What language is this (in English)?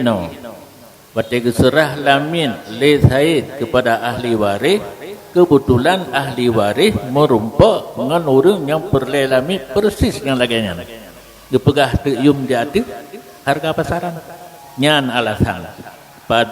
Achinese